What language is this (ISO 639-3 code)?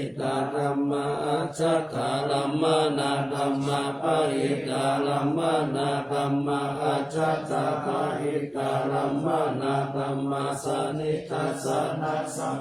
pli